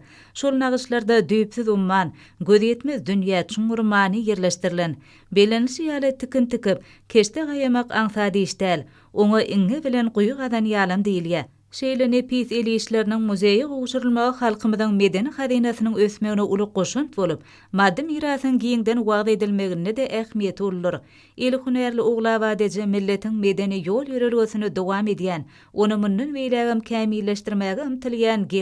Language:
Turkmen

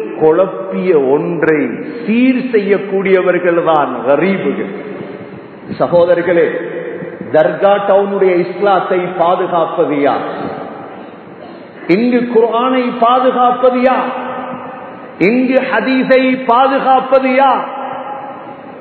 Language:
Tamil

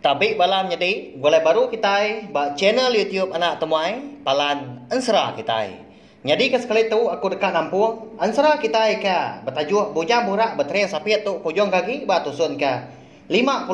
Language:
Iban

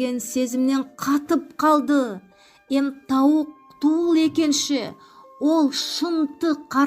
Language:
Nogai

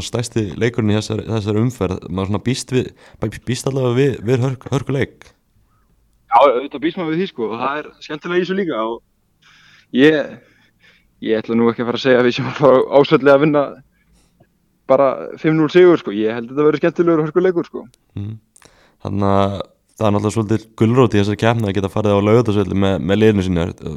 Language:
Icelandic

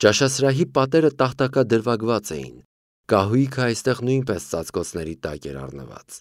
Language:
Armenian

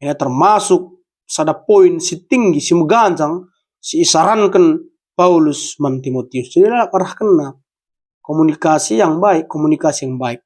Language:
Batak Karo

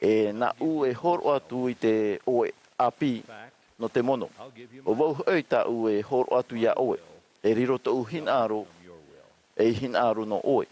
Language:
Tahitian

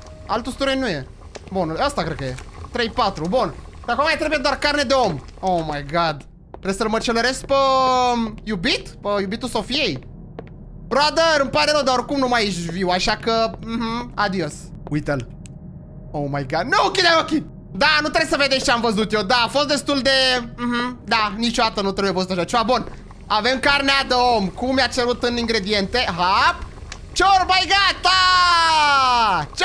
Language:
Romanian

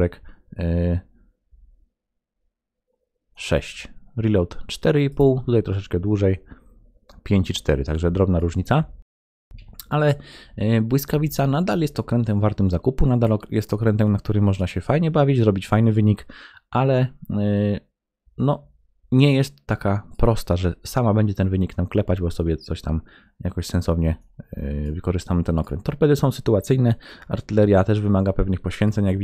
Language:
Polish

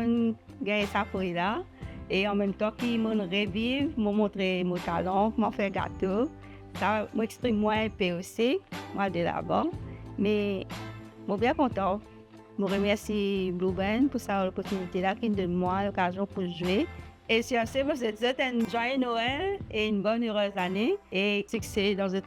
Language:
Morisyen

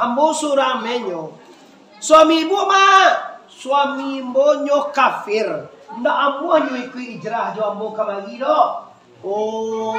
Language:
Minangkabau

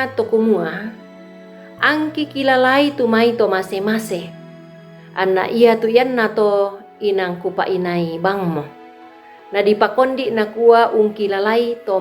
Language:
Toraja-Sa'dan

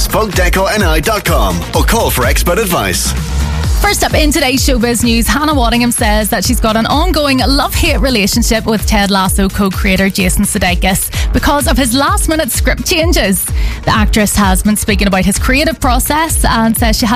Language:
English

